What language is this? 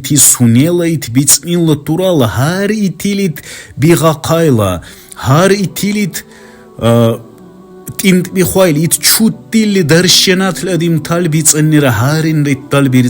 Dargwa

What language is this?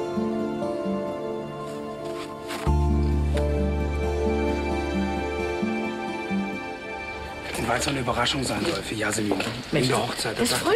German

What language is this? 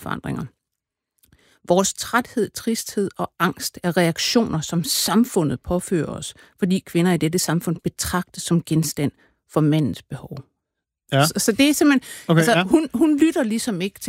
Danish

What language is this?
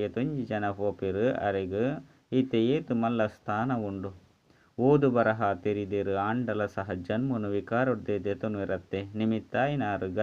Tulu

